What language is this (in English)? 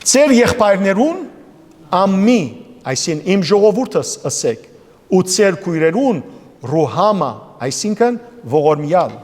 Western Armenian